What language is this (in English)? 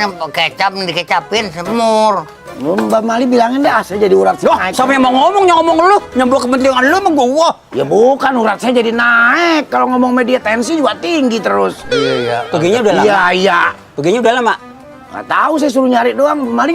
Betawi